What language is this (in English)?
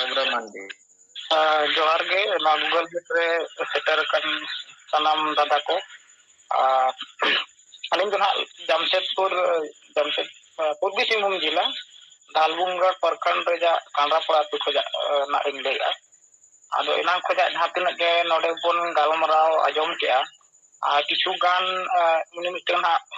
Santali